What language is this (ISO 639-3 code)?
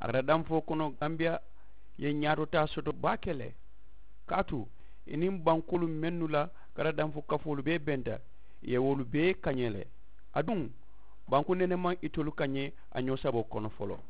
man